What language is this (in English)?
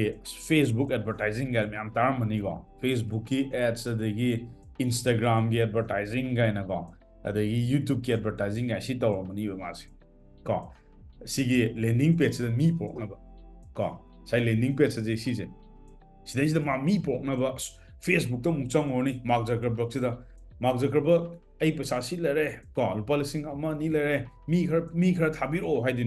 Manipuri